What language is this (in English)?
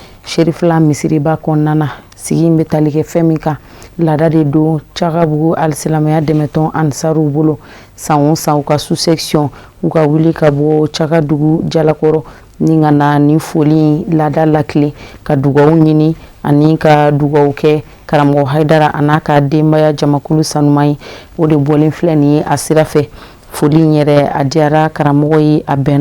Bambara